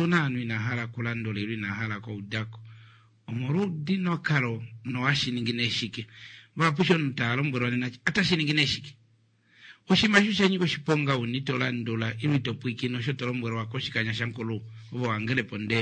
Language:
Kuanyama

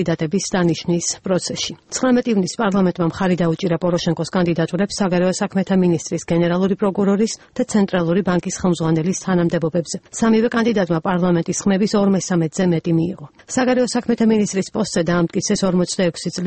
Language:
Georgian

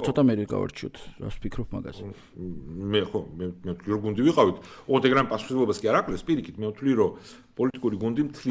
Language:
Georgian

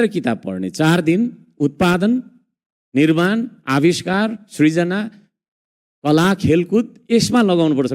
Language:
Nepali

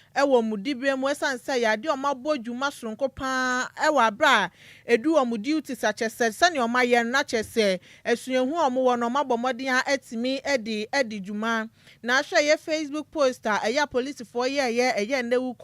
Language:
Akan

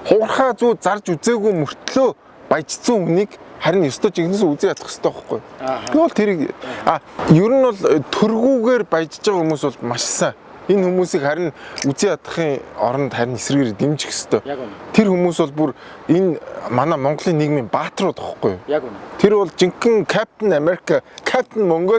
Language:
Mongolian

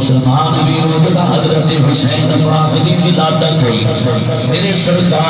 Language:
Saraiki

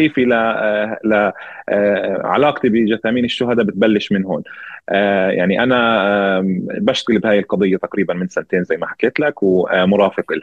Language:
North Levantine Arabic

